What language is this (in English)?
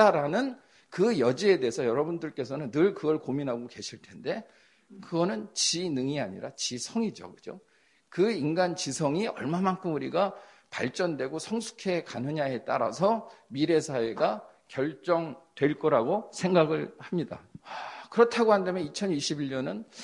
Korean